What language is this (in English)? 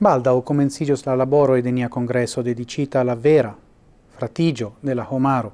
Esperanto